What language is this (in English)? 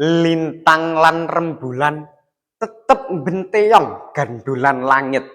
Javanese